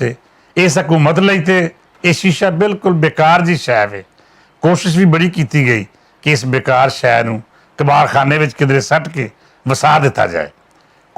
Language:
Western Panjabi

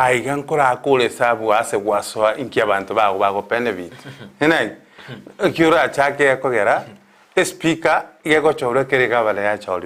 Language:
Gusii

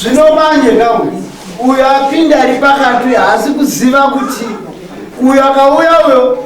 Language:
Shona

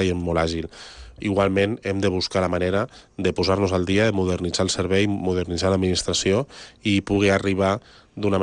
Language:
Catalan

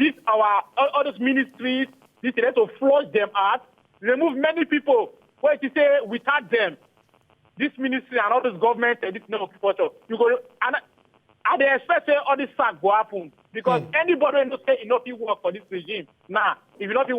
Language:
Nigerian Pidgin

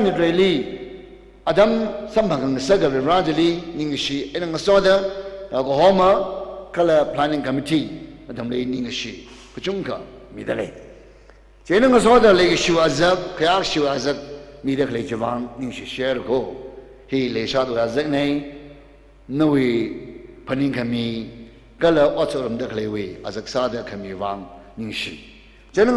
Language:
Tangkhul Naga (India)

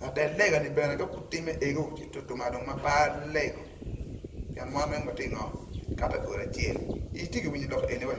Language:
Acoli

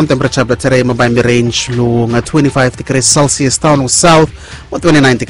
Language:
Bislama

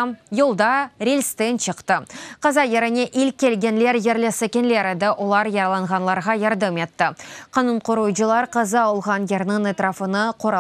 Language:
Crimean Tatar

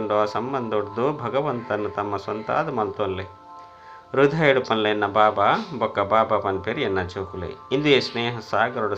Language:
Tulu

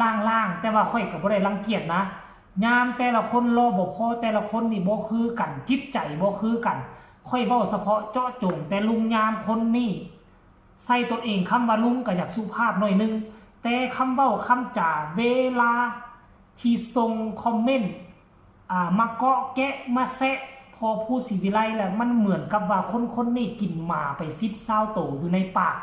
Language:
Northeastern Thai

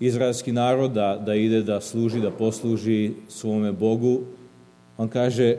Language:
Serbian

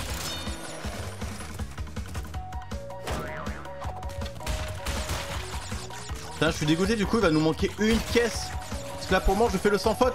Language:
French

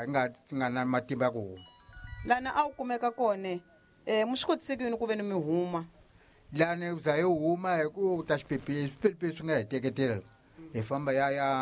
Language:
Tsonga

